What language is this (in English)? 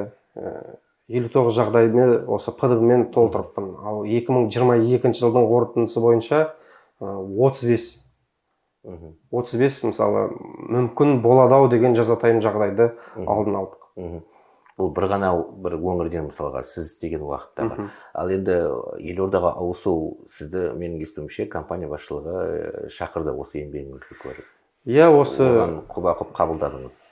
Kazakh